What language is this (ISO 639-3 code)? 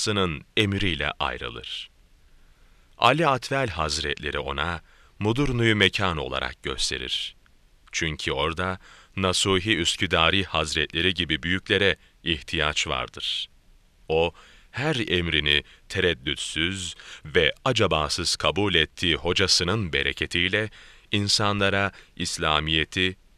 tur